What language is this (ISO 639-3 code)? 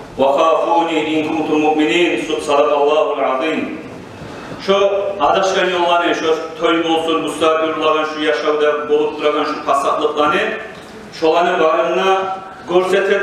kum